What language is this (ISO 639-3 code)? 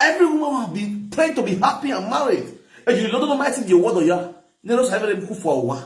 pcm